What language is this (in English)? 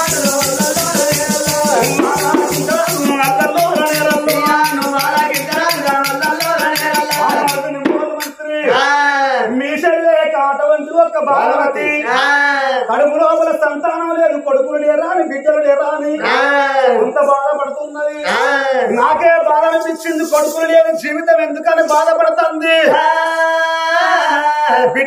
Telugu